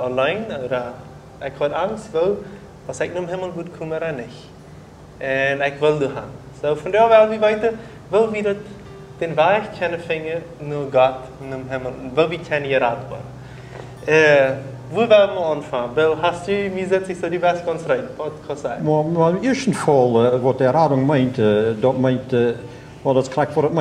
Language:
Plautdietsch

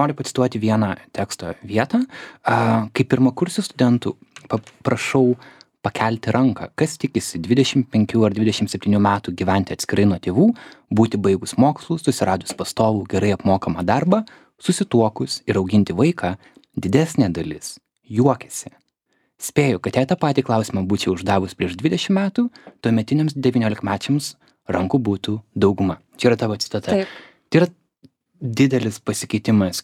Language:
Lithuanian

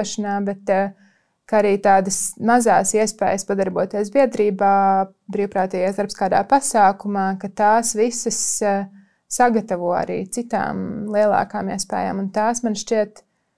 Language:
Latvian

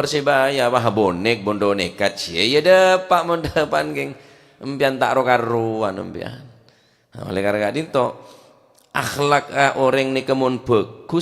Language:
Madurese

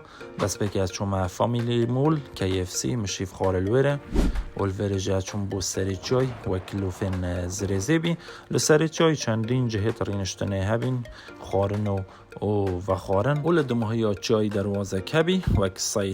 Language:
Kurdish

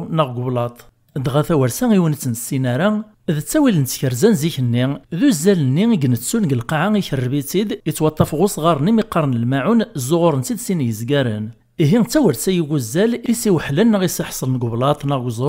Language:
Kabyle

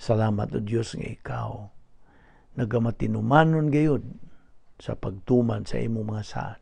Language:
Cebuano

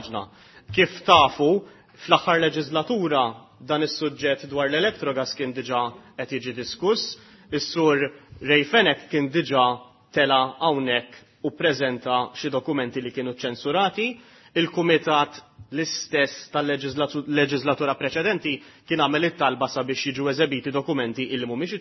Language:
Maltese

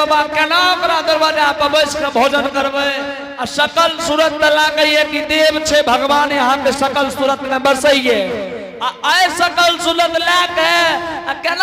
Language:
Angika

